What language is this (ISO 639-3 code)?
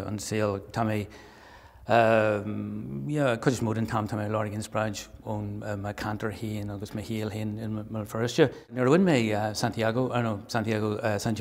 gle